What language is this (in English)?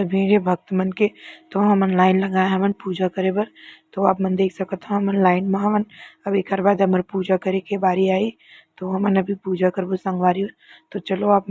Chhattisgarhi